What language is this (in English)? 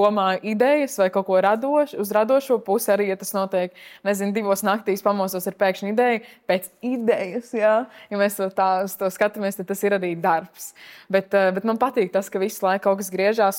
Latvian